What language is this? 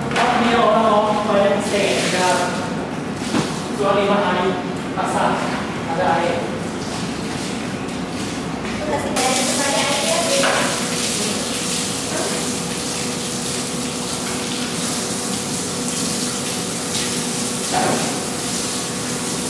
Malay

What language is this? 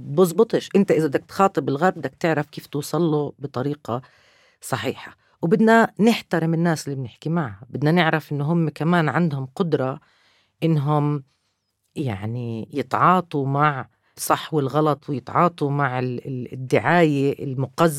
North Levantine Arabic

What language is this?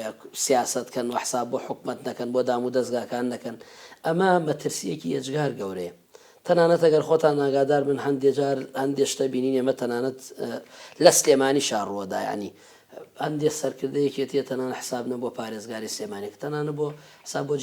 Central Kurdish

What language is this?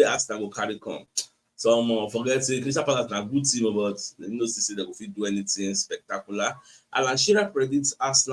Nigerian Pidgin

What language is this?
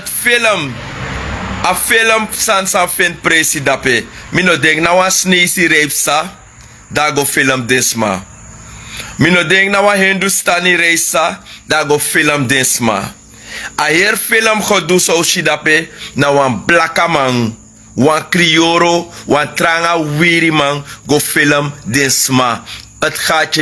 Sranan Tongo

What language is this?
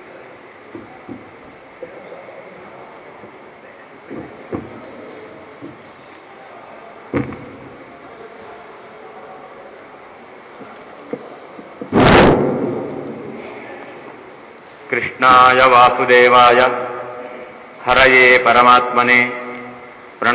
Kannada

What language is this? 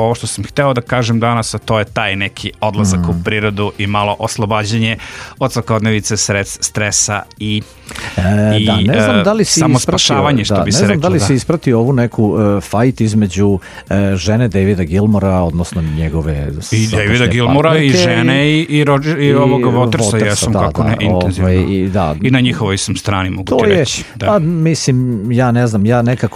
Serbian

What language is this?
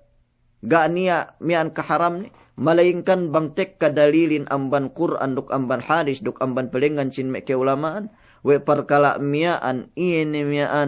Yakan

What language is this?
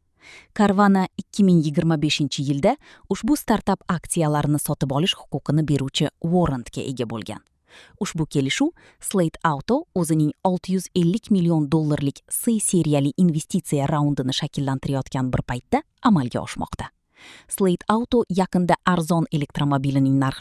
Uzbek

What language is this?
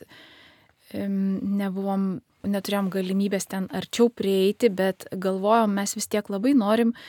Lithuanian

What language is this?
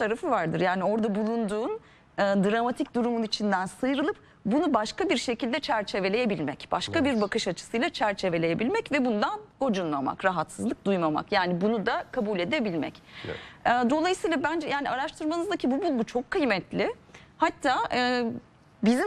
Turkish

